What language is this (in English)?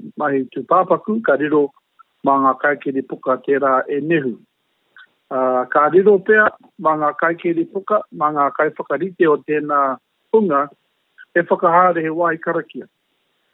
Māori